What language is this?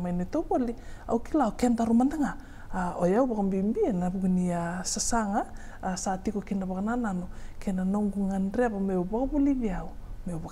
Fijian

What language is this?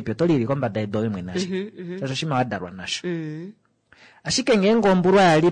Kuanyama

